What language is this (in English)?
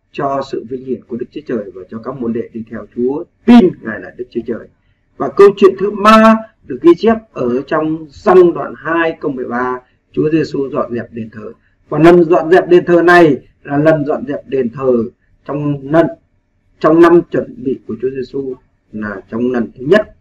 Vietnamese